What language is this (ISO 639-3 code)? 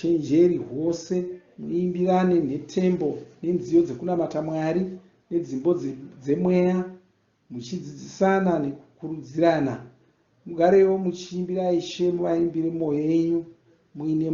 sna